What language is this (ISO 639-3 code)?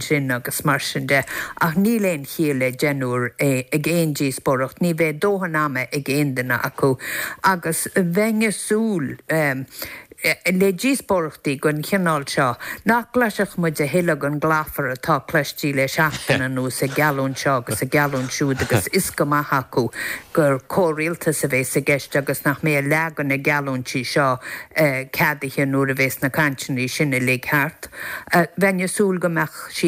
gle